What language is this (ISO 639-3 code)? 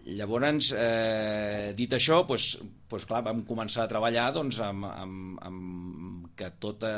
cat